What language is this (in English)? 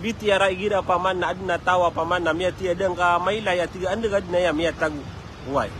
Maranao